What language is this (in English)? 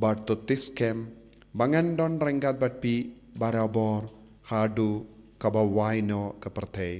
Khasi